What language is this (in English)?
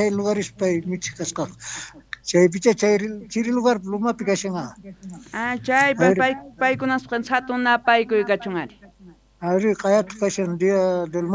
Quechua